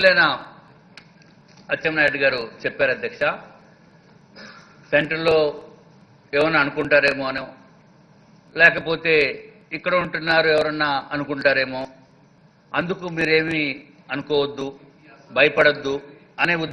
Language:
Telugu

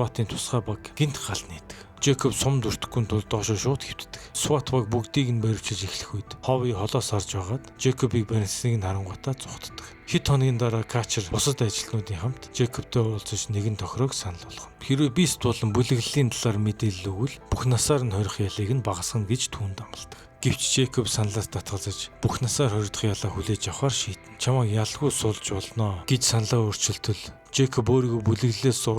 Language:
Mongolian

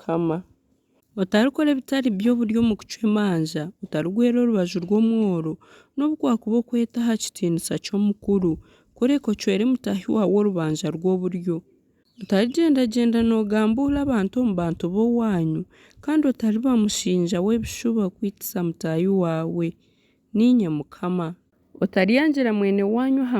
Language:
Nyankole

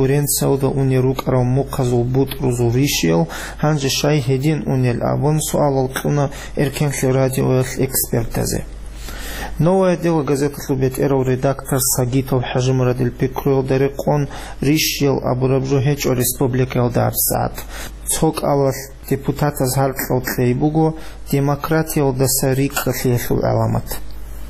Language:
Avaric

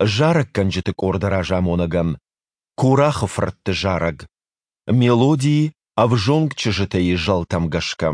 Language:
Ossetic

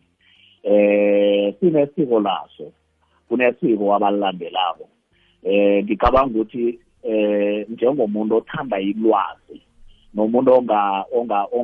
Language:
South Ndebele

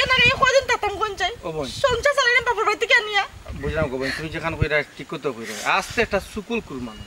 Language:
Sylheti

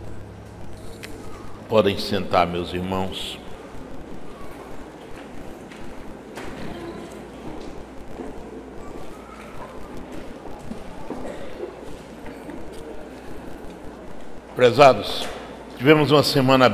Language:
Portuguese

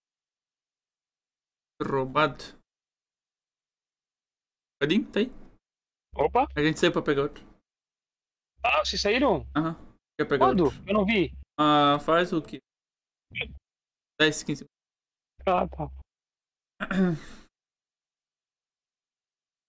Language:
Portuguese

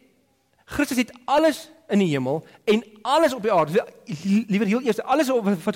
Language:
Afrikaans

